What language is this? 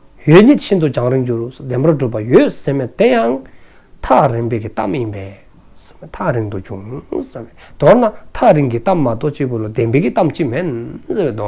Dzongkha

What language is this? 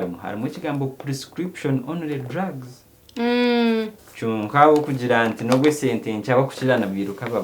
Nyankole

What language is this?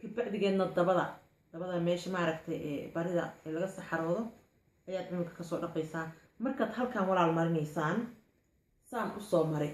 Somali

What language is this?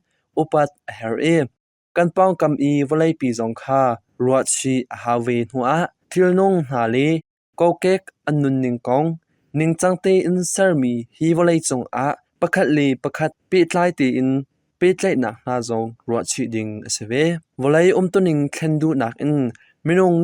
Hakha Chin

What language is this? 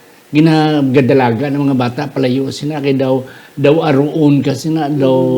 Hiligaynon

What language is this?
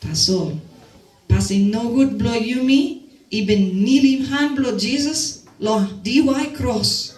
Tok Pisin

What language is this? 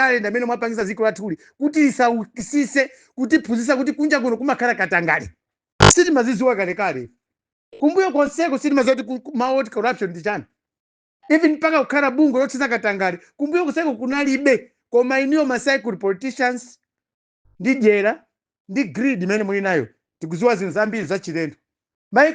Nyanja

